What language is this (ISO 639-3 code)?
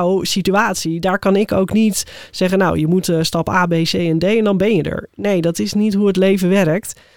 nld